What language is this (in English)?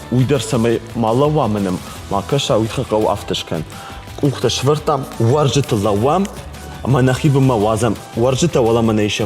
Ossetic